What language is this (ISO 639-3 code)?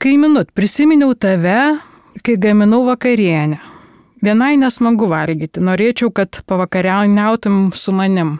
lit